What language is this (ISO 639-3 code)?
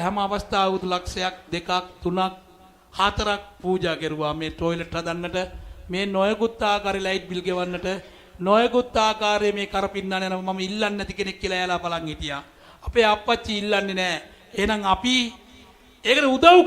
sin